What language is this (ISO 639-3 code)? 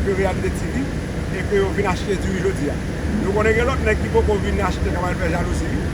hat